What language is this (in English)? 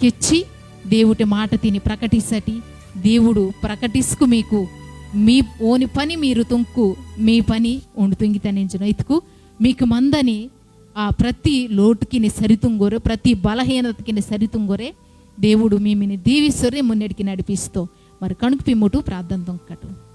Koya